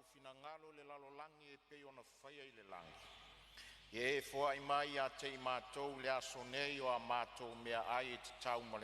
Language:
Samoan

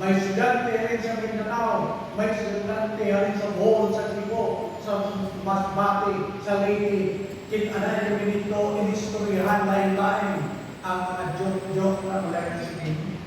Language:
Hiligaynon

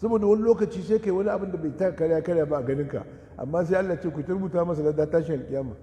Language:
Hausa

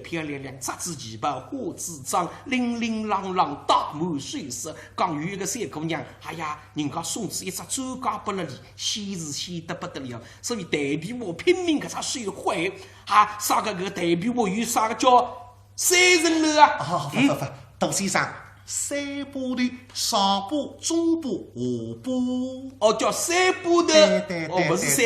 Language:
Wu Chinese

